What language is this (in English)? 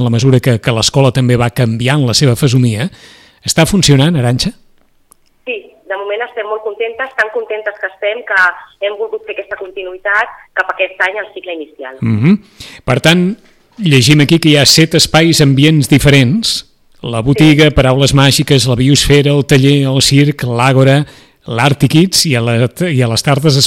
Catalan